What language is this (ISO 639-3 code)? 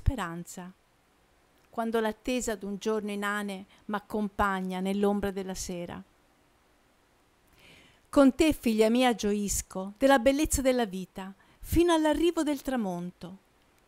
ita